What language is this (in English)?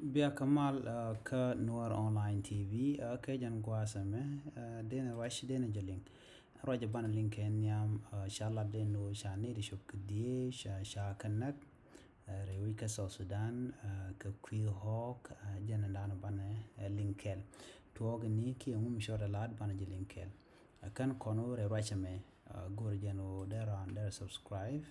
Nuer